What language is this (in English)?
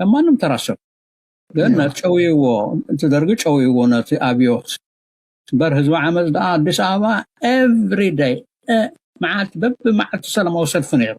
Tigrinya